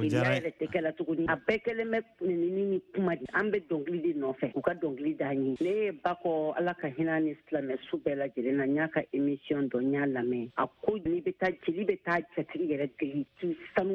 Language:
Bambara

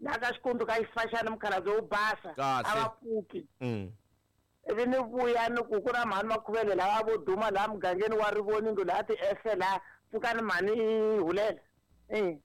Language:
Tsonga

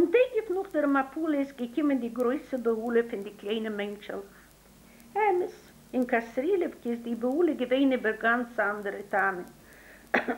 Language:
Yiddish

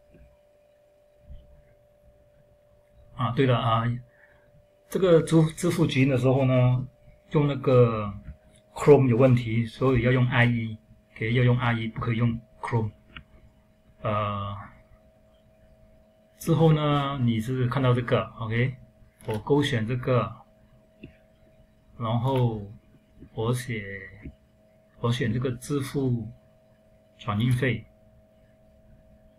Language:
Chinese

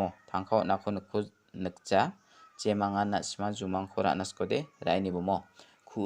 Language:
Garo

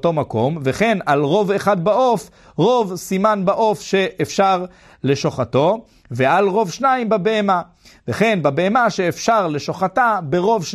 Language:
Hebrew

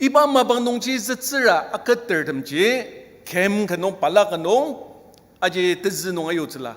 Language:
Ao Naga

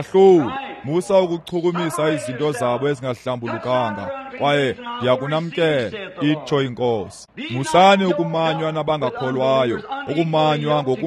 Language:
Xhosa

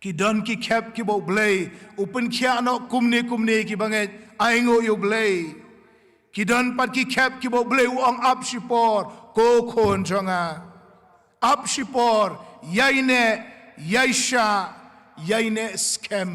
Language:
Khasi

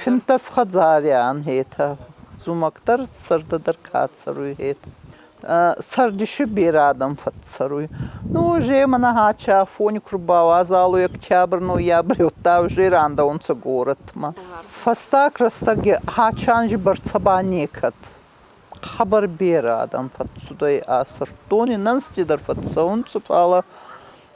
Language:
Ossetic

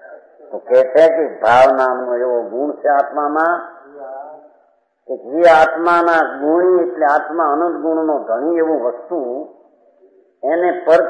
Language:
Gujarati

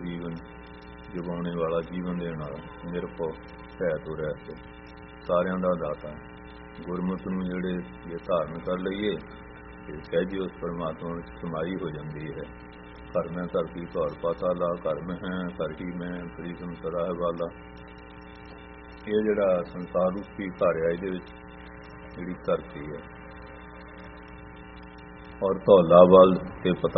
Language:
Punjabi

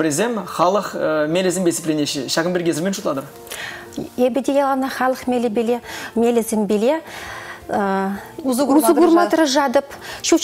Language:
Chuvash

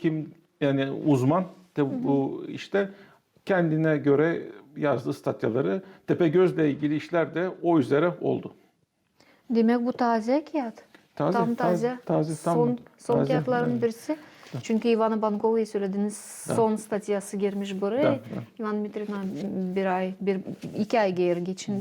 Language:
Gagauz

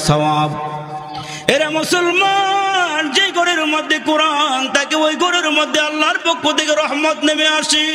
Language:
Bangla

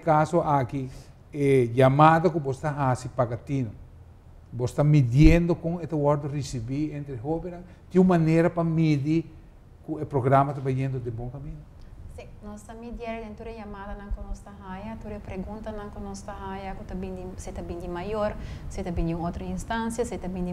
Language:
Papiamento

